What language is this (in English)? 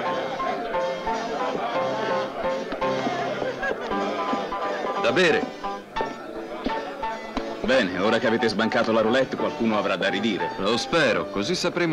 Italian